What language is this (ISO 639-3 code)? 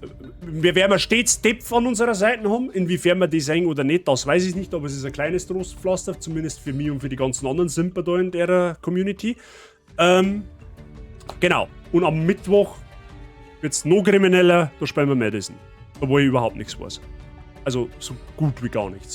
bar